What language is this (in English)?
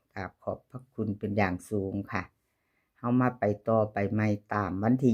Northeastern Thai